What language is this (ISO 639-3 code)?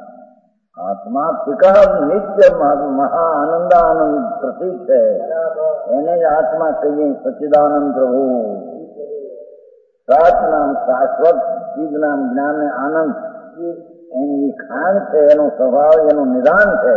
guj